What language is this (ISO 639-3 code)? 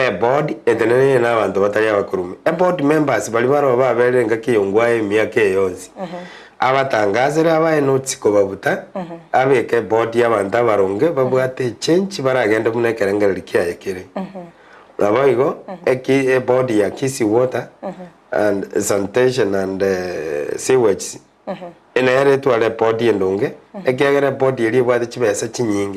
guz